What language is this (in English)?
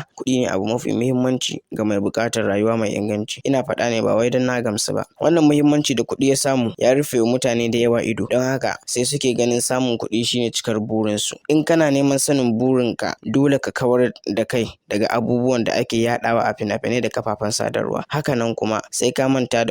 Hausa